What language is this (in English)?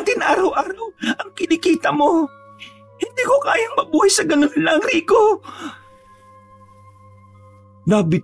Filipino